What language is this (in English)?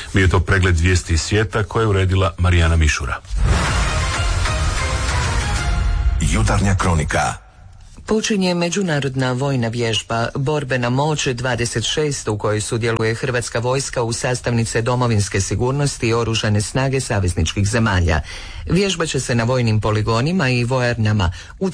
Croatian